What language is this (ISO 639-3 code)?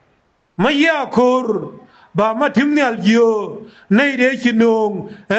nus